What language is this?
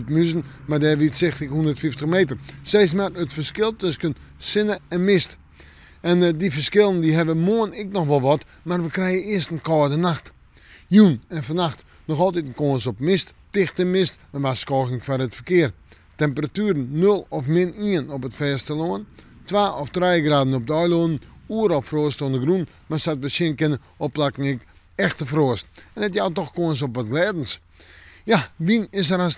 Western Frisian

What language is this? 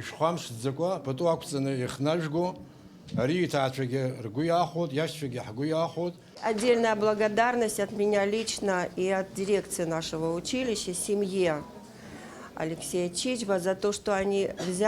Abkhazian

